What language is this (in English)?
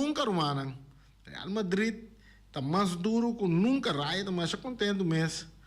Papiamento